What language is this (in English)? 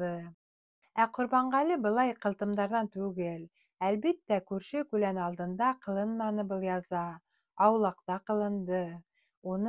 Bashkir